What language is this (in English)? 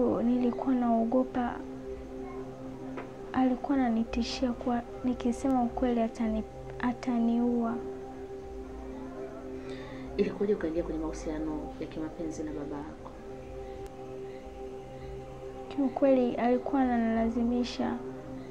Swahili